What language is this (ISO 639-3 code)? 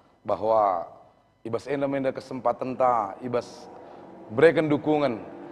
btx